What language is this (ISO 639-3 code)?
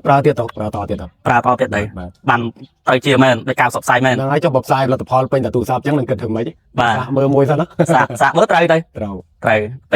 khm